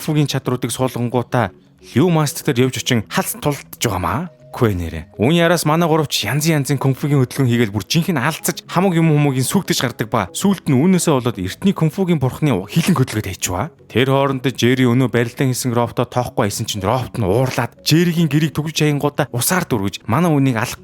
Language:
Mongolian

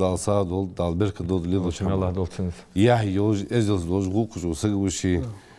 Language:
Ingush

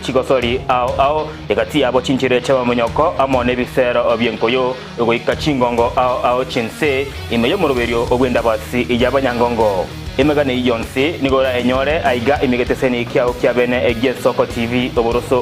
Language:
Gusii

